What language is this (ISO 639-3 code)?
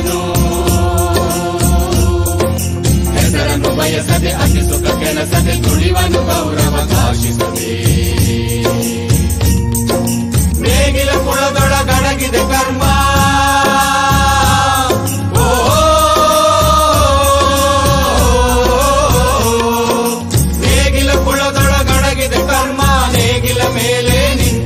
kan